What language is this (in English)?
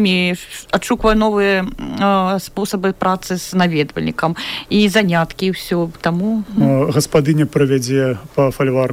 Belarusian